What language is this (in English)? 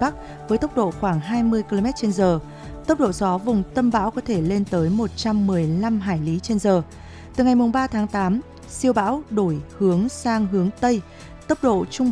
Vietnamese